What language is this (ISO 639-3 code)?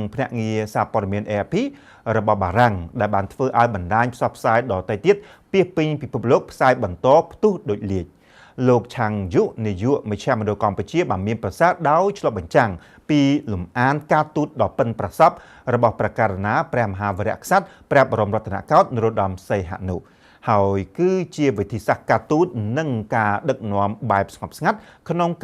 khm